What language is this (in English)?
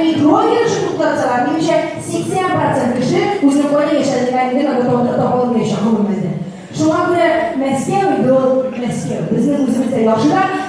Tatar